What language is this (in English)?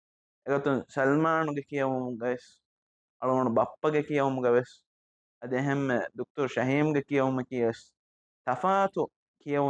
Divehi